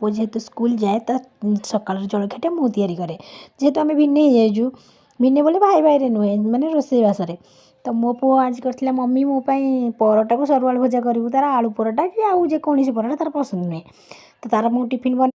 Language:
Odia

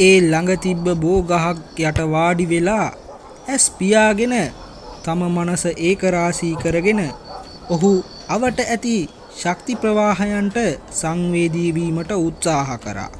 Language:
Sinhala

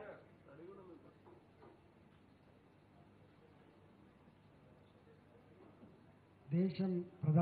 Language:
Telugu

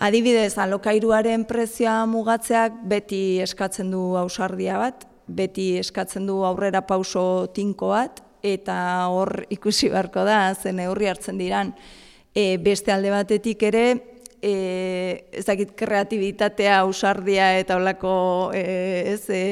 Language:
Basque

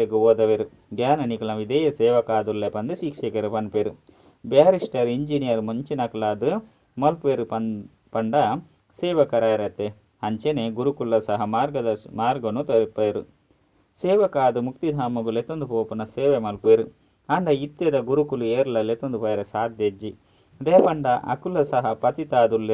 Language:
Tulu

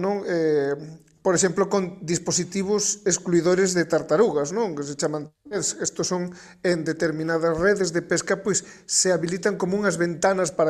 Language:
Galician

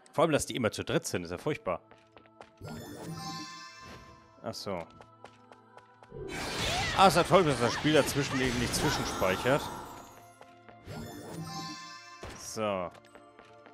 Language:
German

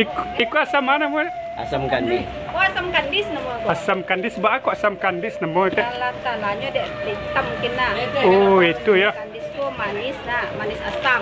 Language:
Minangkabau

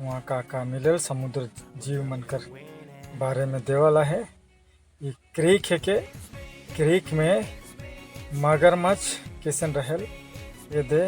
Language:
Sadri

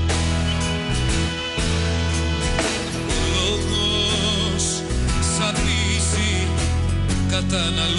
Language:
Greek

